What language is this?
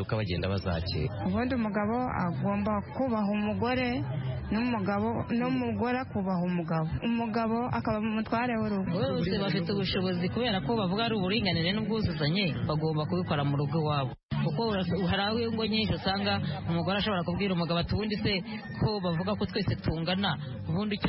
Kinyarwanda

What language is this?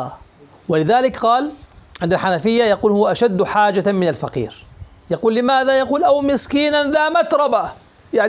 Arabic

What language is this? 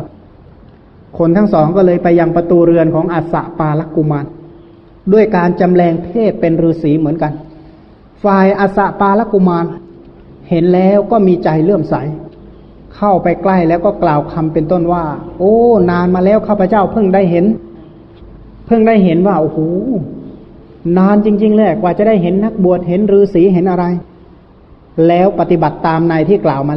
Thai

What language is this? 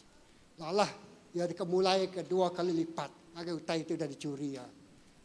Iban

